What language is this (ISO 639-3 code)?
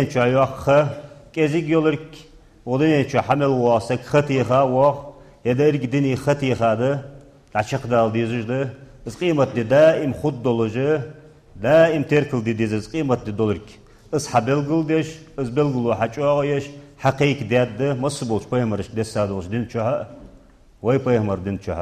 inh